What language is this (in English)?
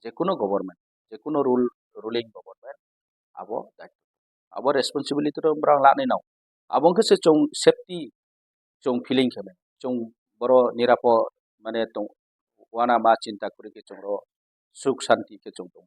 Riang (India)